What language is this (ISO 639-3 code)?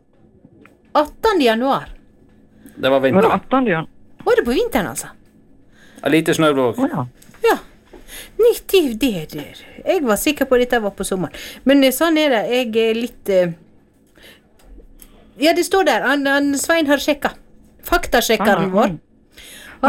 nor